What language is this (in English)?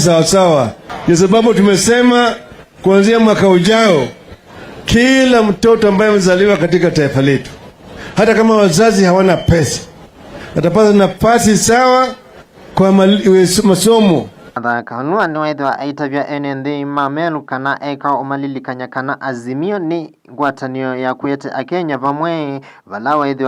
Kamba